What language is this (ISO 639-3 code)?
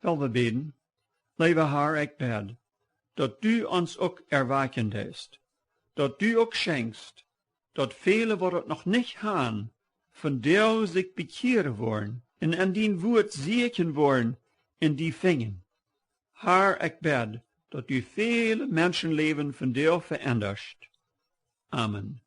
pdt